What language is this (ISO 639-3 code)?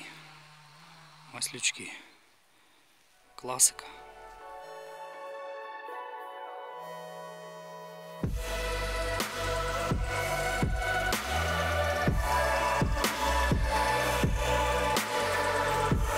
ukr